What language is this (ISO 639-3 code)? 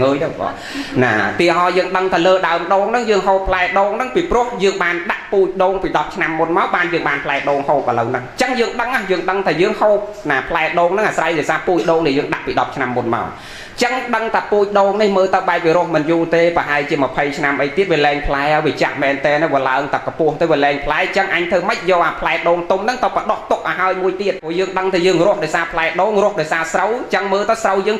khm